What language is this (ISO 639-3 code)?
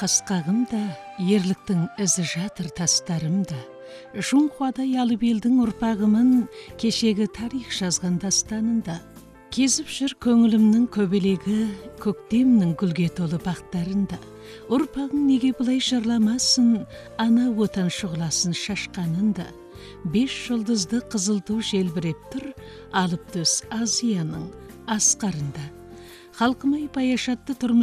kaz